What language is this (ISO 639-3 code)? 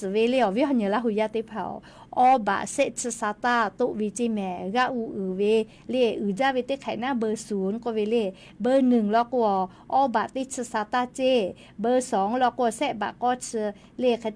lhu